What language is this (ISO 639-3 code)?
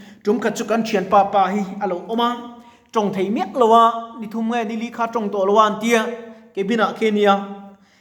lus